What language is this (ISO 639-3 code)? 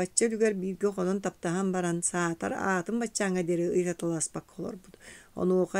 sah